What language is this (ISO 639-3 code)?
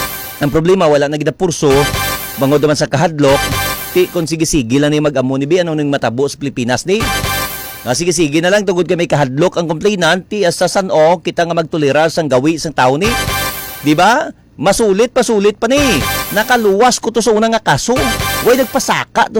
hil